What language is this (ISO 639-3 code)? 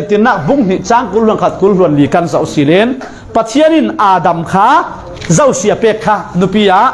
cfm